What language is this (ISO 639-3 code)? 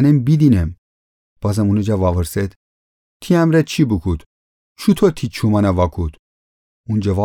glk